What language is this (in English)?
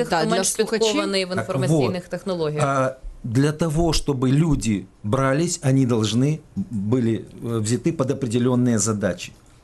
Ukrainian